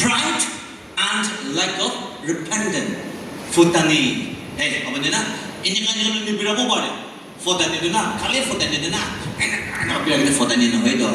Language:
Naga Pidgin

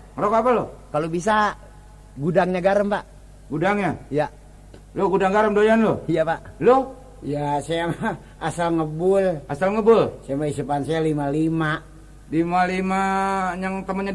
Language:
Betawi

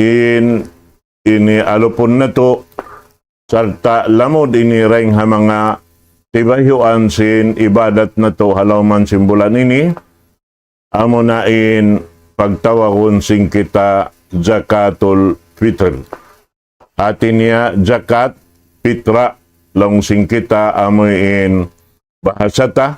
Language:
Tausug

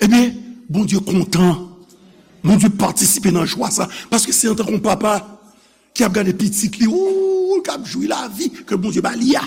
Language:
Haitian Creole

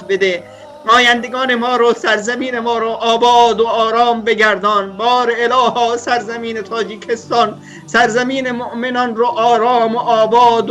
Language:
Persian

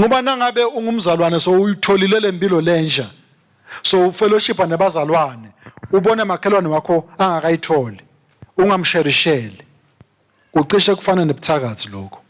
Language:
Swati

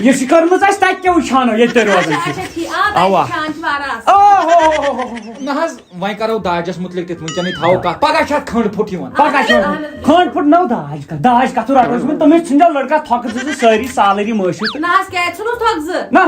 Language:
Kashmiri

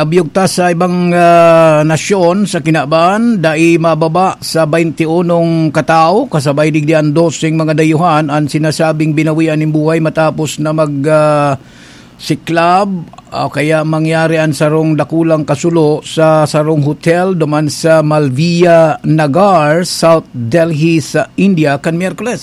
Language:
Bikol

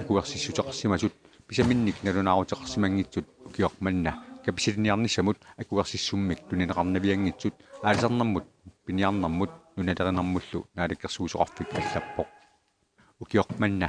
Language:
Kalaallisut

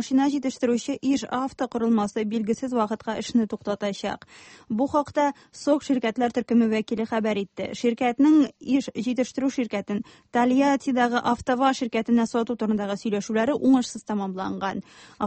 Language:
Tatar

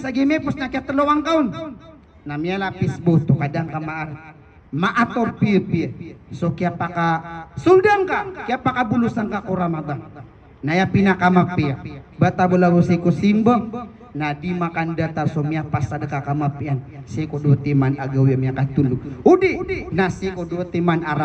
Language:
Maranao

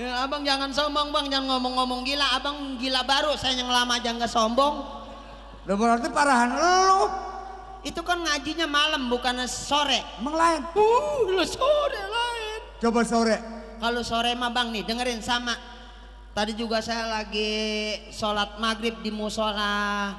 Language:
Betawi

